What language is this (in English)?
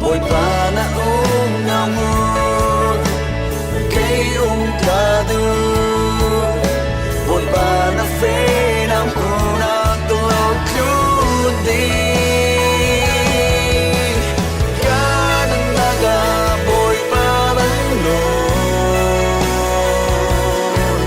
Falam Chin